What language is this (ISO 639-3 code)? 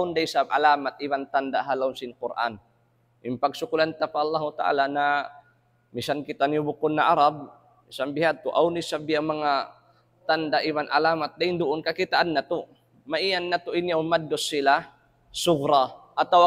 tsg